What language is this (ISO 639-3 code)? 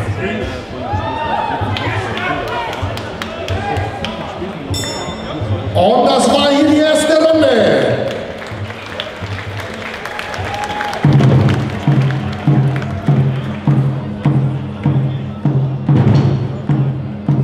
deu